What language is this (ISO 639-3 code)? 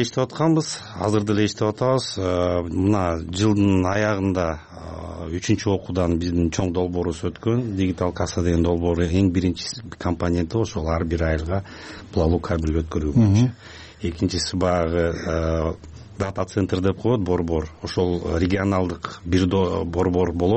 kir